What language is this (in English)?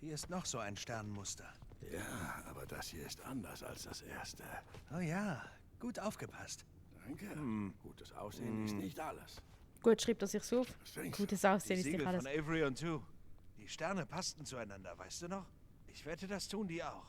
Swiss German